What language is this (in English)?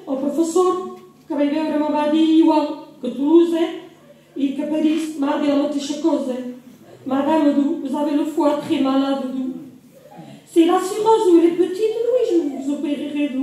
Catalan